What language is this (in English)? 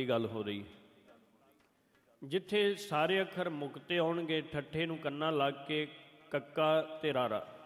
Punjabi